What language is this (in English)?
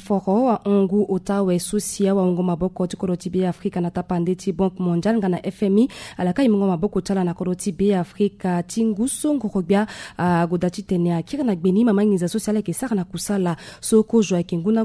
Sango